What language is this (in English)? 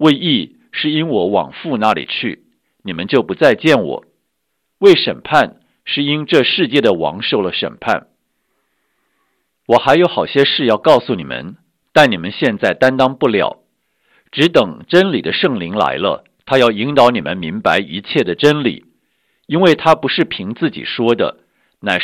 Chinese